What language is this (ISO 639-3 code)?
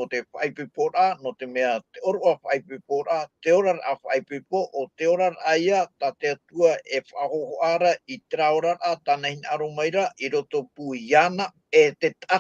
tah